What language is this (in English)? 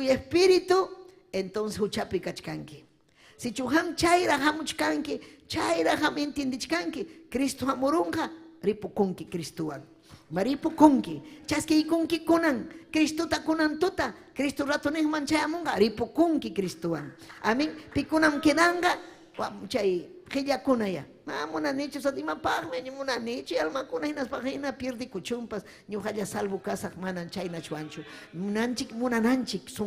Ayacucho Quechua